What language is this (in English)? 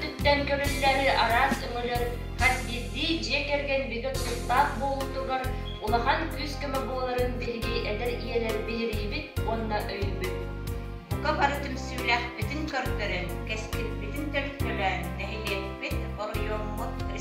Yakut